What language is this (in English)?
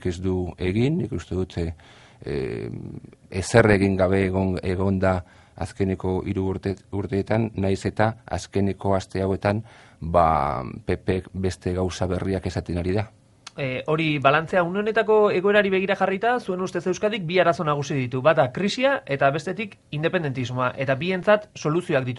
Basque